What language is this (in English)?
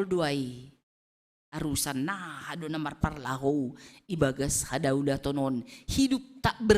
Batak Simalungun